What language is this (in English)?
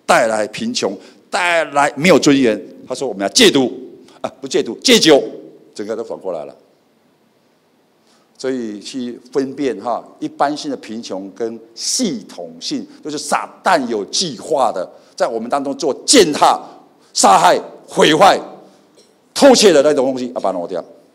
Chinese